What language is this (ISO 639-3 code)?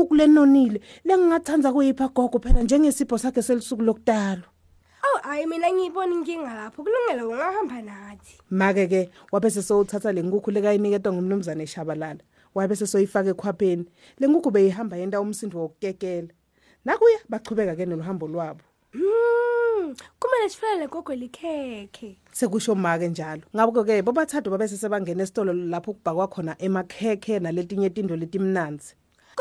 ssw